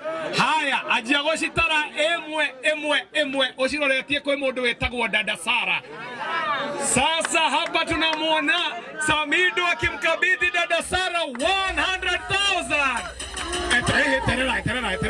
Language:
Kikuyu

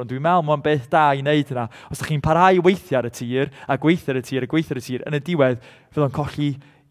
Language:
Welsh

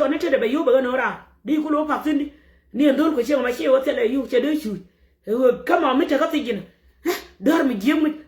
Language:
Nuer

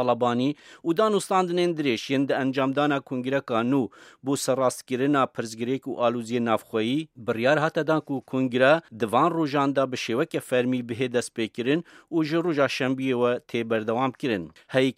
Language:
Kurdish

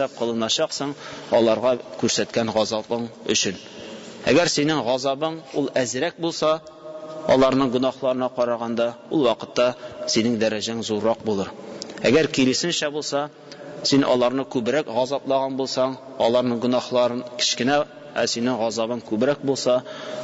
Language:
Tatar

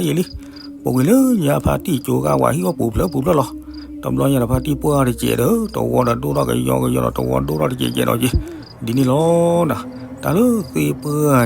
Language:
S'gaw Karen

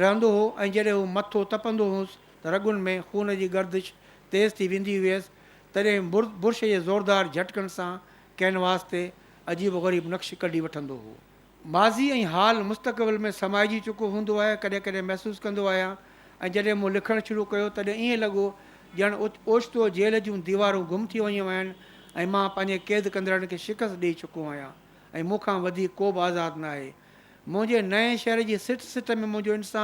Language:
Sindhi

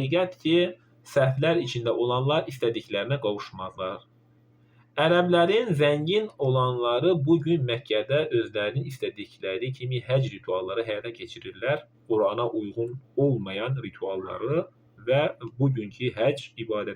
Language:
Azerbaijani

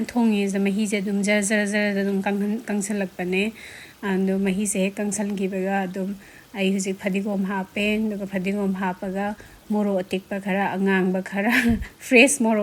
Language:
Manipuri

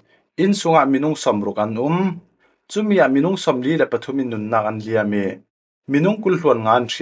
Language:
Falam Chin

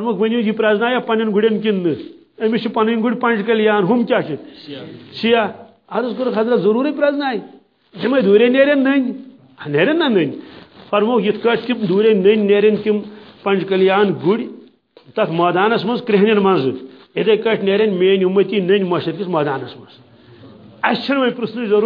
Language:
Kashmiri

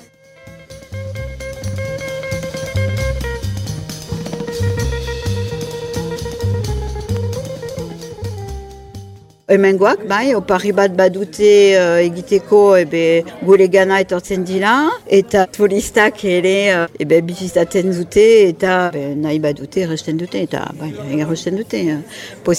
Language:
Basque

